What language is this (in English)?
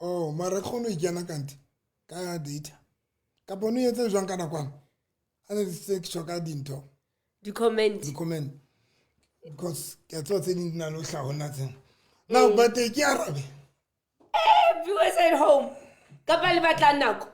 Southern Sotho